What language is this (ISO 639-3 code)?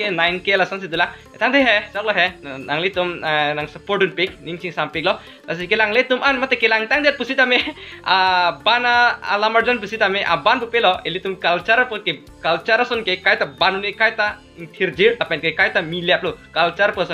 mjw